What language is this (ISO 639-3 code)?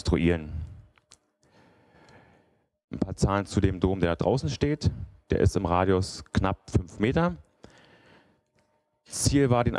deu